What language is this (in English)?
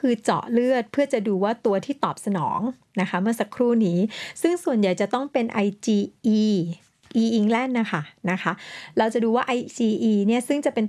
Thai